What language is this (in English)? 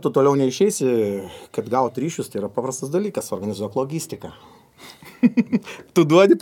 Lithuanian